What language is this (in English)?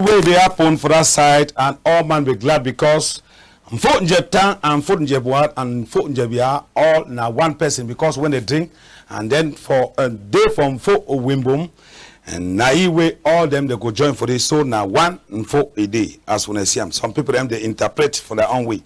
Cameroon Pidgin